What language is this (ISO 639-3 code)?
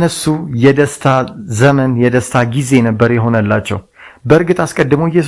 amh